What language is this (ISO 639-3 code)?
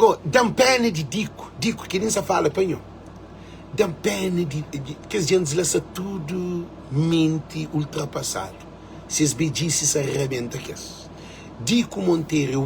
kea